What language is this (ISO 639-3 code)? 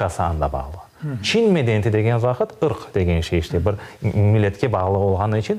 crh